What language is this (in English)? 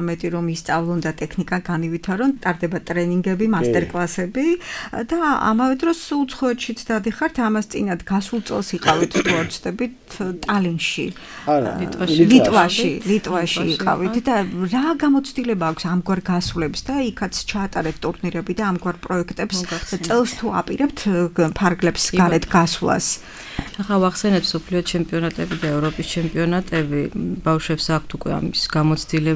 Georgian